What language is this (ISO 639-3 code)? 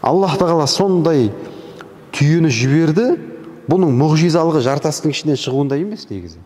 kaz